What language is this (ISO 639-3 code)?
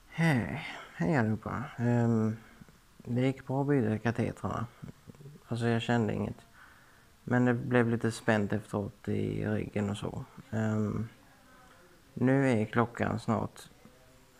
swe